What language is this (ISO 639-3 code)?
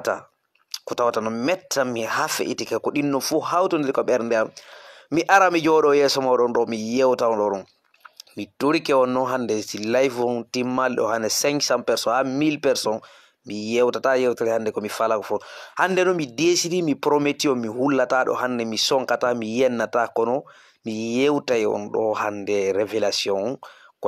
ful